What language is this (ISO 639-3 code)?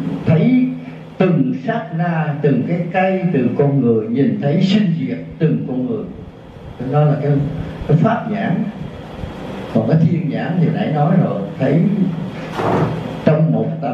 vie